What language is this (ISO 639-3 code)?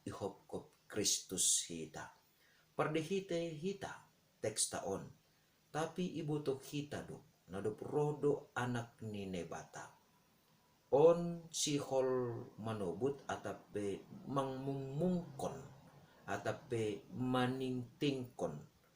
bts